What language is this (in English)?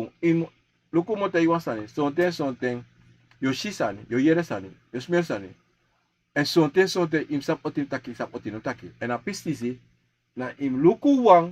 Sranan Tongo